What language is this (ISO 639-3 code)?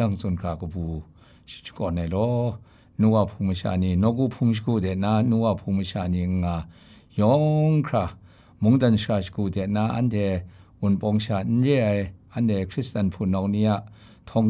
kac